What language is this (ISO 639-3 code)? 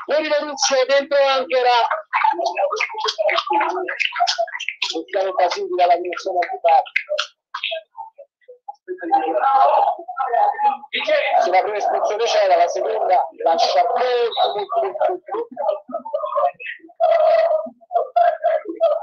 ita